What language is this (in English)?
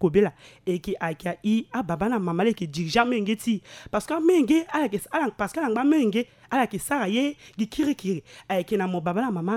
Sango